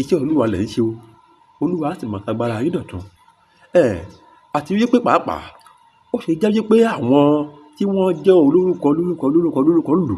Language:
Yoruba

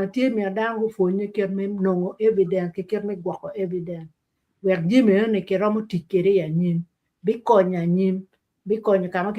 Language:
Acoli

